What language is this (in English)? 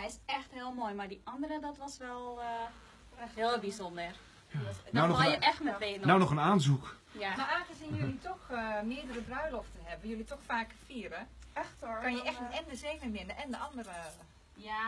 Dutch